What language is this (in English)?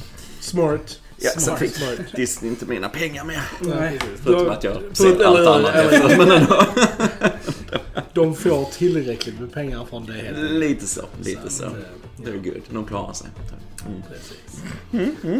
Swedish